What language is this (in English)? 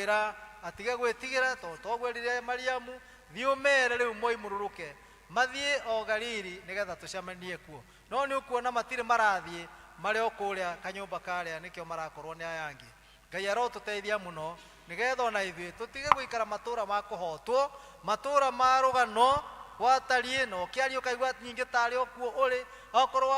Kikuyu